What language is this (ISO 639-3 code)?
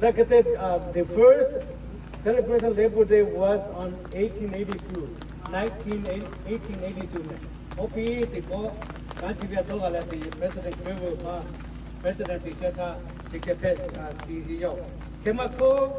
lhu